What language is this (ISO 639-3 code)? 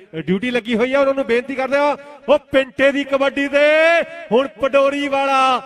pan